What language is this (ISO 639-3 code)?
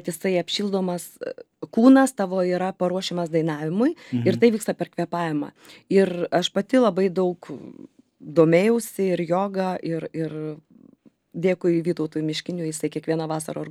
lit